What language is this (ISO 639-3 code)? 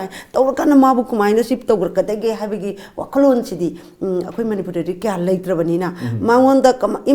mni